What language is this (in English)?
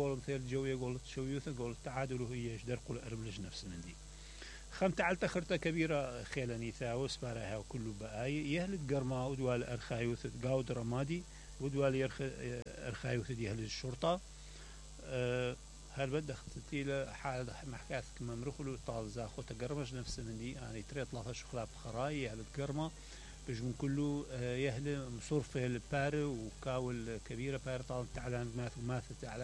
Mesopotamian Arabic